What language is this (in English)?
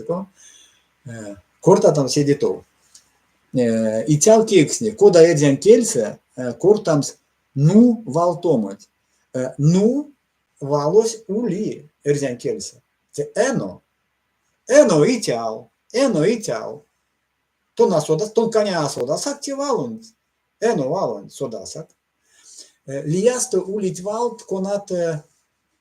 Erzya